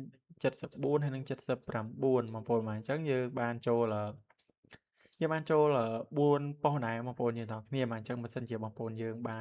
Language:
Khmer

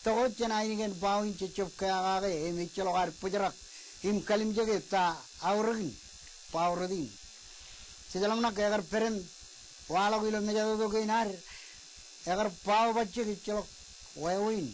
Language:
Marshallese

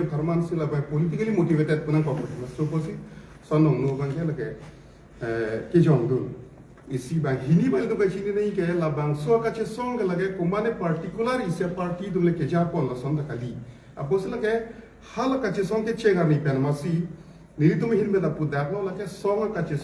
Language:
Karbi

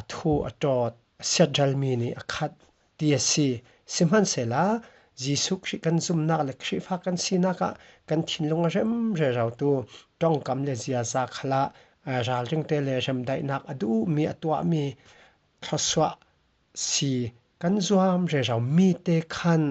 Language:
Falam Chin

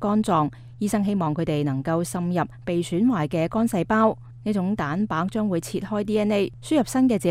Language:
Cantonese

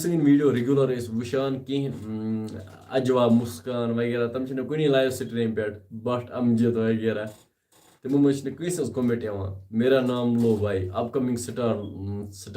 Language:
Kashmiri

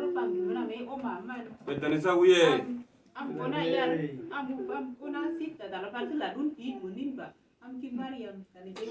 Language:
Uduk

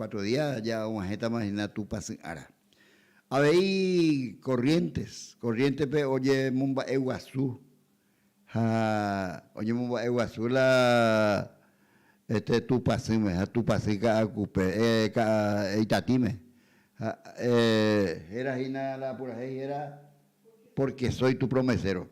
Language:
Guarani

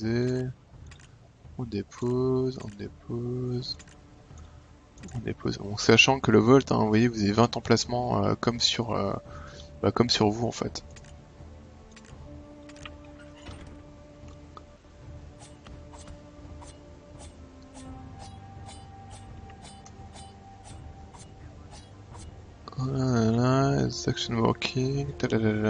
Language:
French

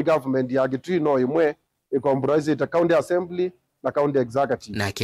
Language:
Kamba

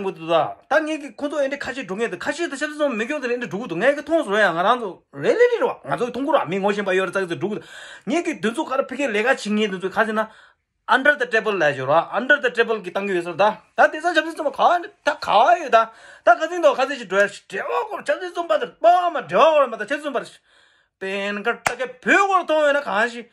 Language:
Tibetan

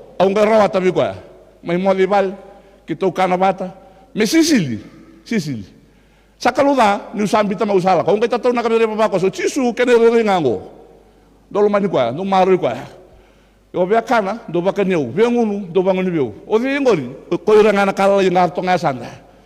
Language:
Fijian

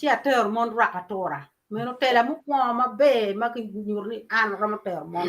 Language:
Acoli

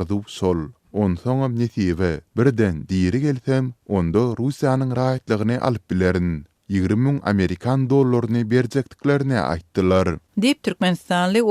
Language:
Turkmen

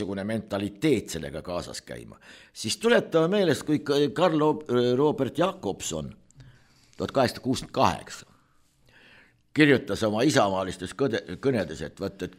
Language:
Estonian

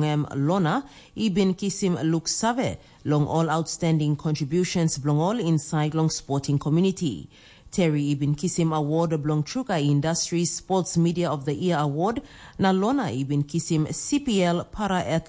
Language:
Tok Pisin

